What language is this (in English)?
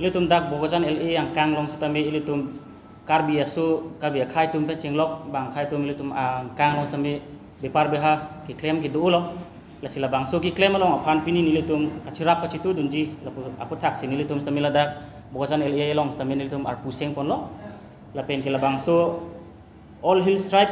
Karbi